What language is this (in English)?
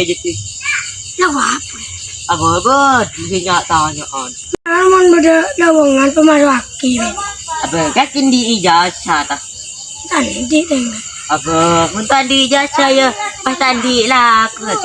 Madurese